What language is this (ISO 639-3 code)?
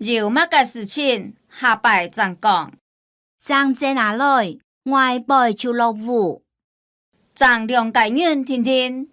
hak